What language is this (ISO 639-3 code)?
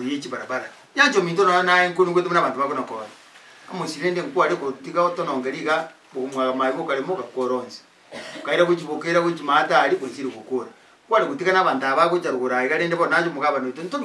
guz